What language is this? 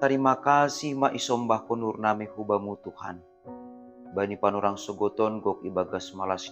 Batak Simalungun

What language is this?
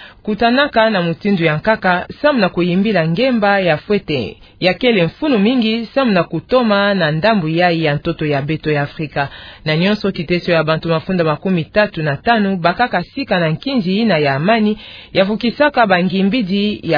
Kituba (Democratic Republic of Congo)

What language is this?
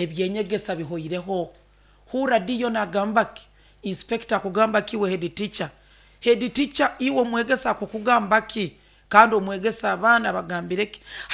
Nyoro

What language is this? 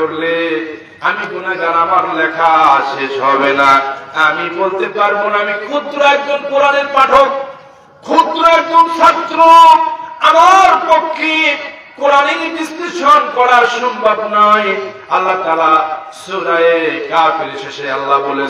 Bangla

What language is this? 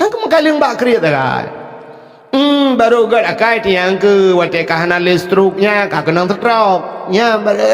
Achinese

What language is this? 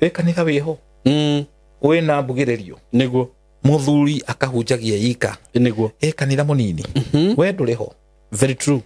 Kikuyu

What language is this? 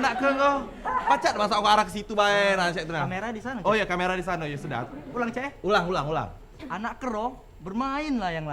Musi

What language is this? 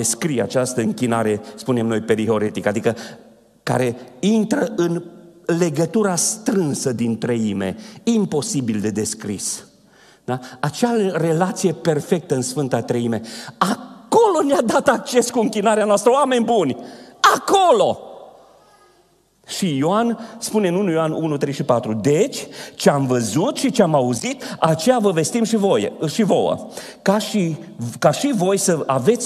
Romanian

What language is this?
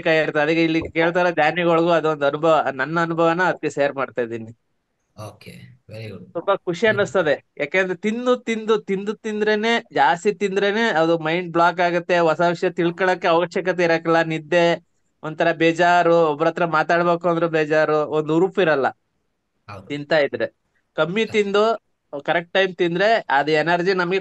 Kannada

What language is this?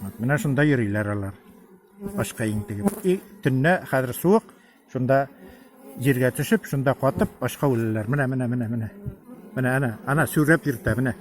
Tatar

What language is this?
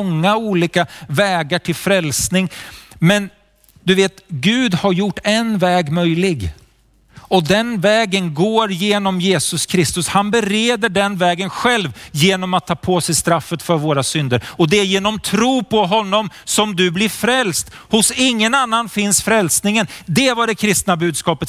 Swedish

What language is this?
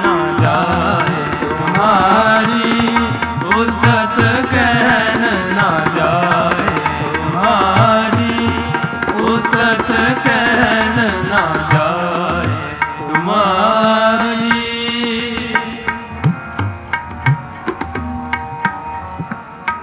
Punjabi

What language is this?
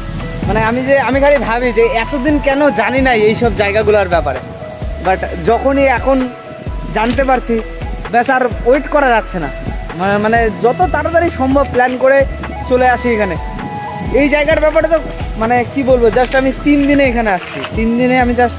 Bangla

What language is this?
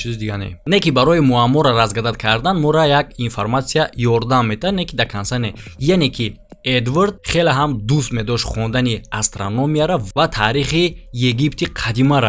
Tajik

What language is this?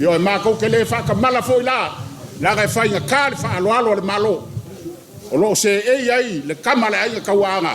Samoan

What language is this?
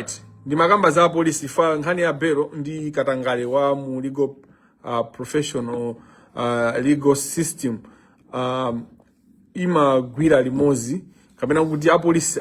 Nyanja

